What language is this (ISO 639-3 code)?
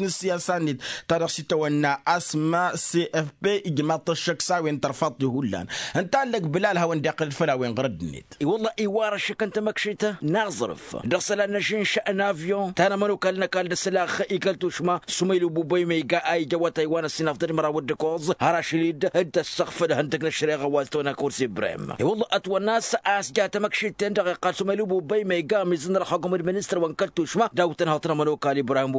taq